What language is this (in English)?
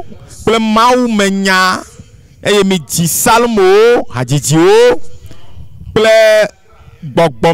Ewe